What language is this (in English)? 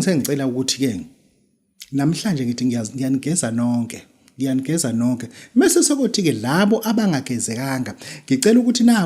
Zulu